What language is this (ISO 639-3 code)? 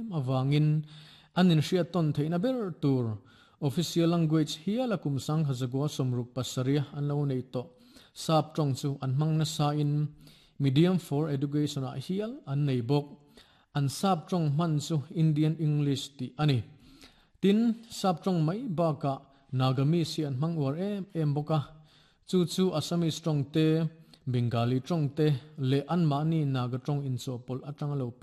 lus